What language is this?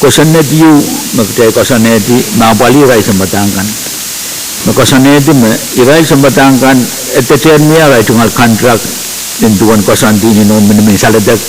Pohnpeian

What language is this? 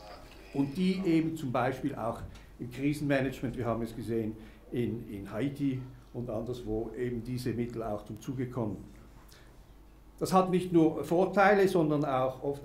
German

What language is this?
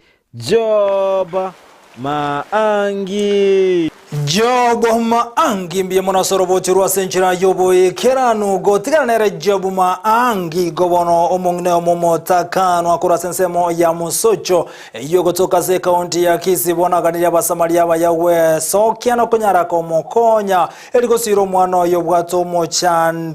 Gusii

